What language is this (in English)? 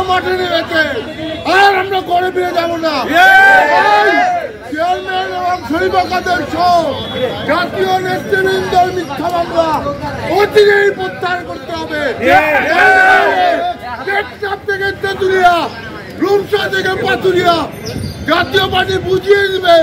Bangla